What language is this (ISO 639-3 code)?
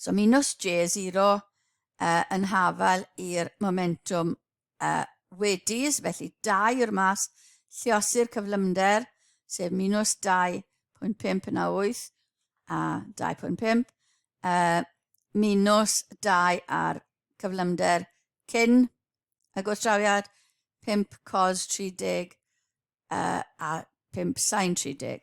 cym